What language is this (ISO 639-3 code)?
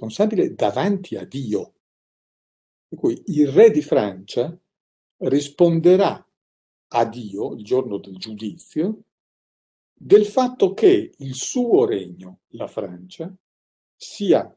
ita